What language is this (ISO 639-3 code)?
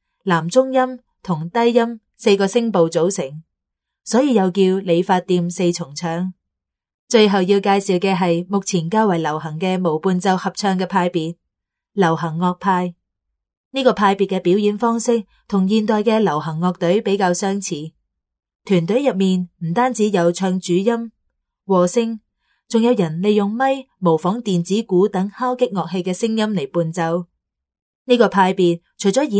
yue